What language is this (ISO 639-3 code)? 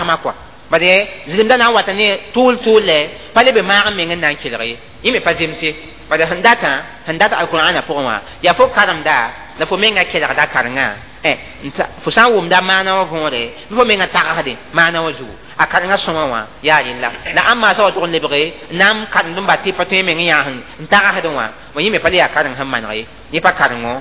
mos